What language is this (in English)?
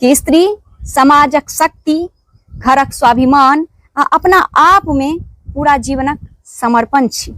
Maithili